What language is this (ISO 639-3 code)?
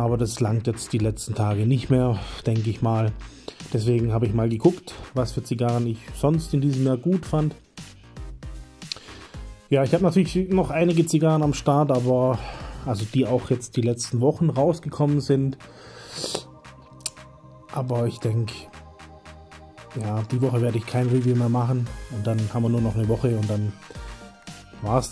deu